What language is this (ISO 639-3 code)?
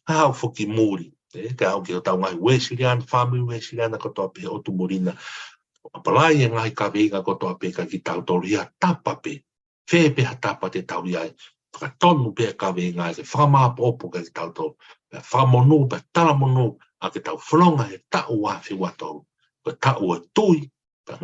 ton